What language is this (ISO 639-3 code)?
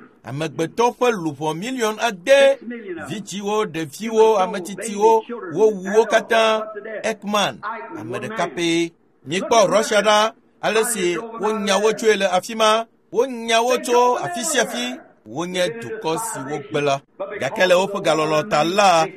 ewe